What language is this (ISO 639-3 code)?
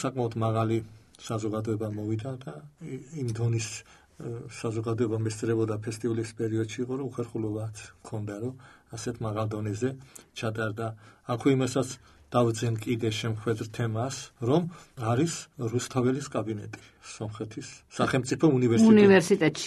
kat